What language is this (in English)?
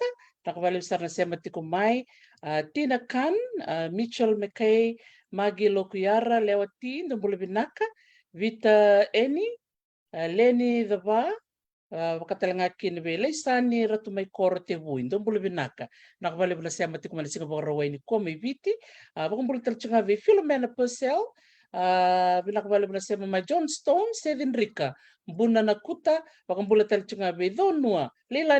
Fijian